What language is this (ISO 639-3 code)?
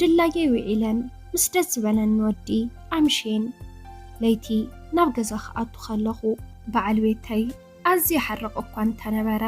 tir